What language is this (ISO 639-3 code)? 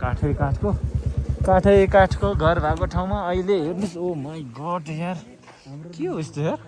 nep